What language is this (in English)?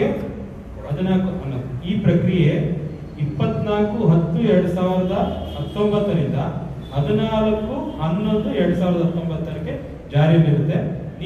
Kannada